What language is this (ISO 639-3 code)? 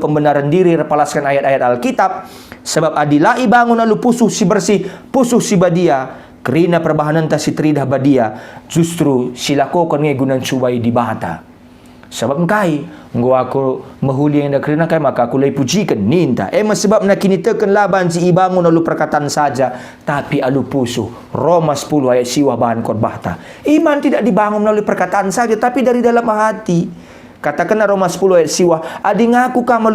btx